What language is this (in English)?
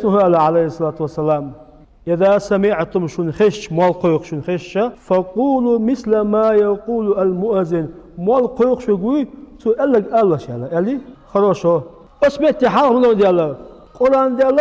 Chechen